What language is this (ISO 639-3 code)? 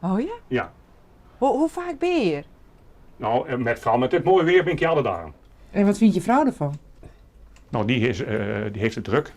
fry